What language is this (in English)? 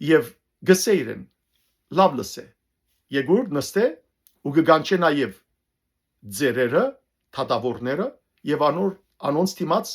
Western Armenian